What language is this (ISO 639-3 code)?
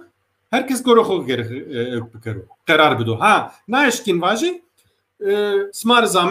zza